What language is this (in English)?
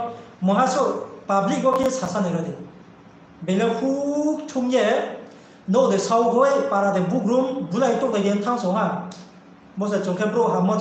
Riang (India)